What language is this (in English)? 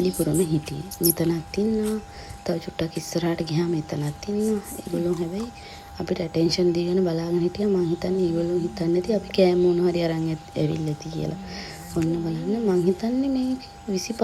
Sinhala